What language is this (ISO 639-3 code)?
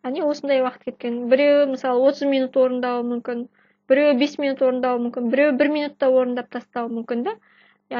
kaz